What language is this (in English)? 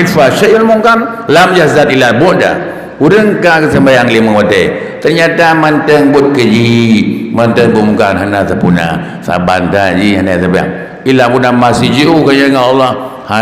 Achinese